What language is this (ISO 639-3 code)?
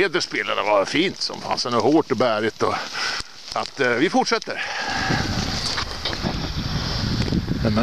swe